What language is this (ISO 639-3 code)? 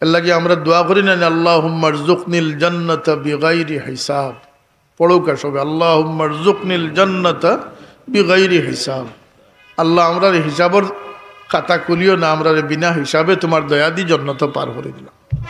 syl